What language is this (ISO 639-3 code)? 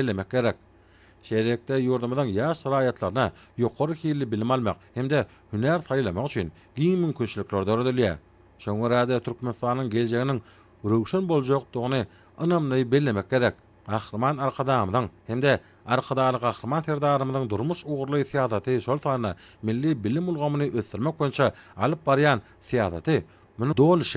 tuk